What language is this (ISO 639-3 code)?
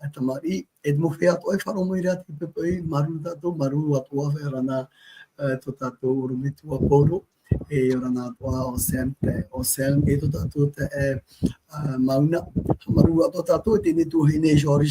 tah